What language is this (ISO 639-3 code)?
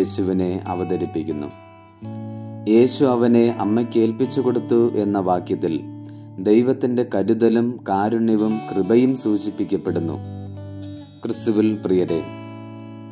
mal